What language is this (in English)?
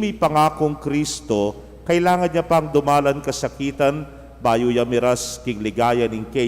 Pampanga